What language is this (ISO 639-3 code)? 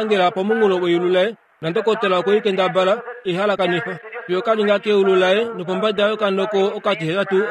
kua